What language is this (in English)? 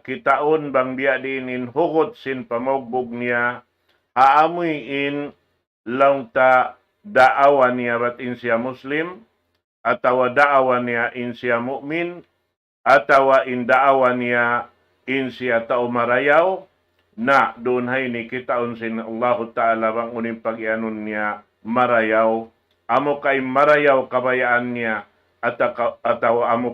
Tausug